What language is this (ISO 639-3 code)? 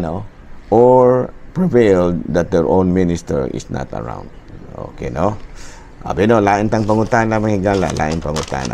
ceb